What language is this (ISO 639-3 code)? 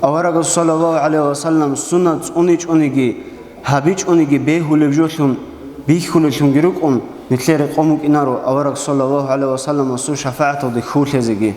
ava